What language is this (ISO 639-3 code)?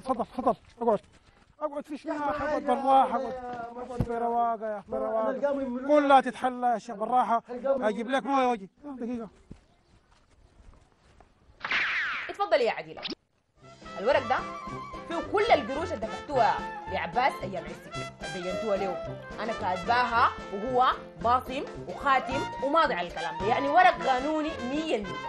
apd